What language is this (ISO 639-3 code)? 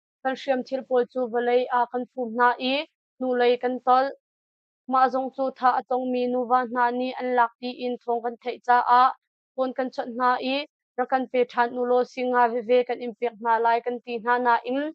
cnh